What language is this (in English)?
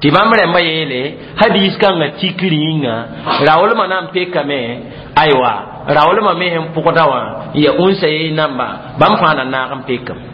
Mossi